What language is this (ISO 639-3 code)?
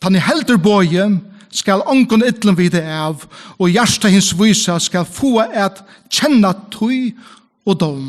fao